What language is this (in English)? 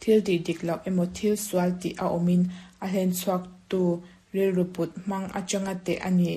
Mizo